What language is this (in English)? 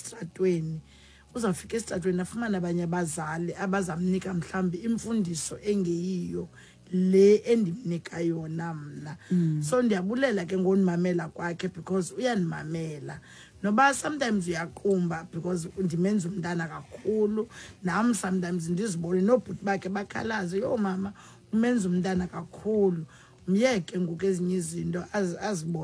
Xhosa